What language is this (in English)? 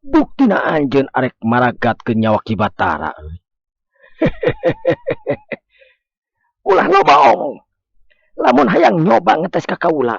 Sundanese